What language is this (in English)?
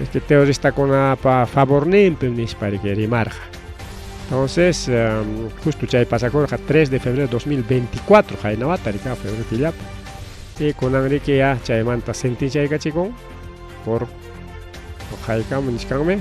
Ayacucho Quechua